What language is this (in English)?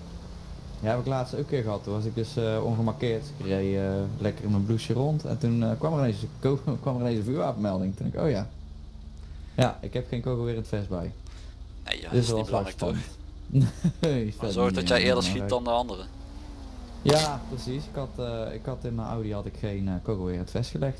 Dutch